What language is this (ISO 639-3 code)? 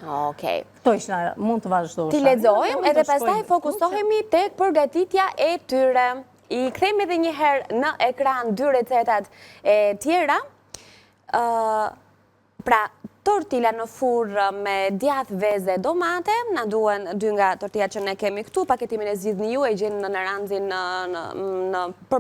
sqi